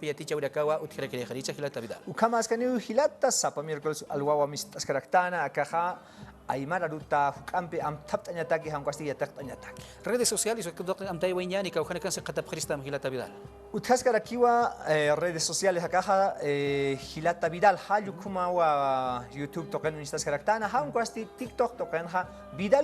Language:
Aymara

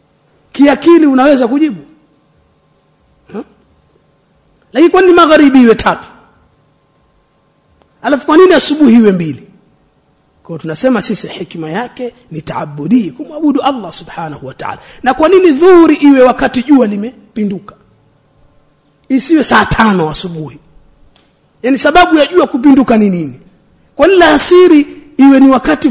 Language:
Swahili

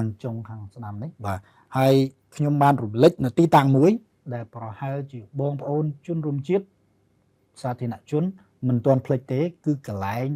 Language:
Khmer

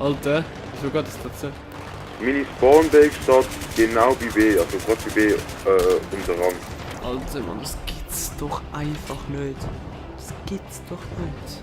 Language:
Swiss German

